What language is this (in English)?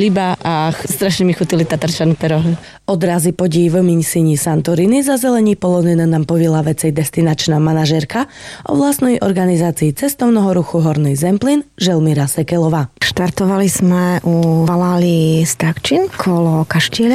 Slovak